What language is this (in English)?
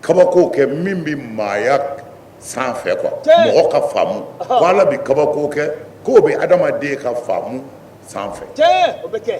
Bambara